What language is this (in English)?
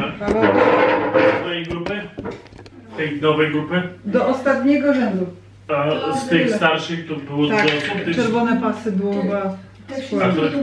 Polish